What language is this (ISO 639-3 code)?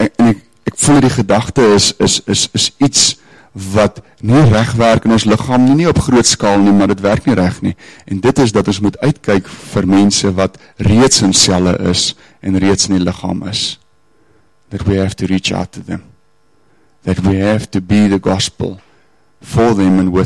afr